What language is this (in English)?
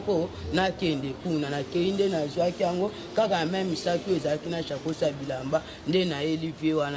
Lingala